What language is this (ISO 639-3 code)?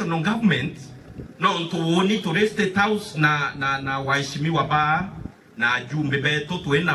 mer